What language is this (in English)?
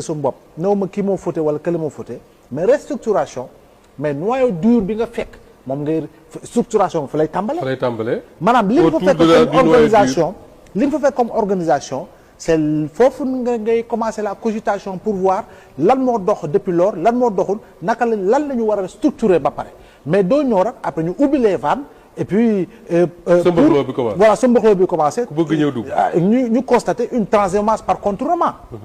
Wolof